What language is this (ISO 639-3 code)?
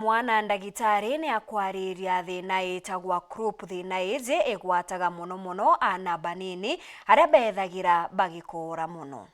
mer